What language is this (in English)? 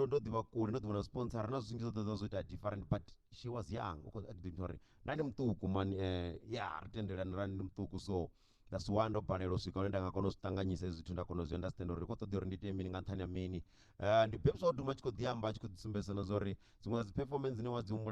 Venda